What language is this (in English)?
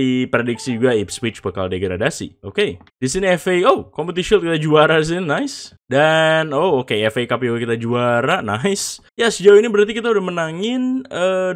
Indonesian